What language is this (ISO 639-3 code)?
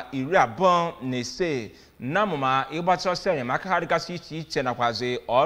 ibo